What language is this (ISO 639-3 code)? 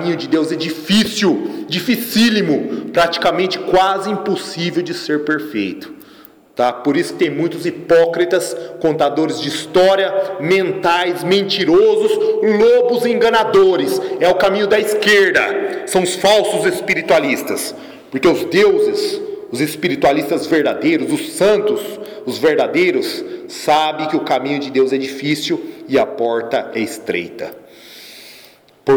por